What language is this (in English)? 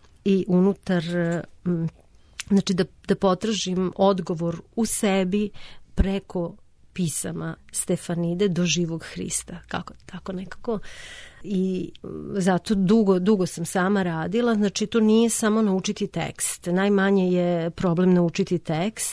Serbian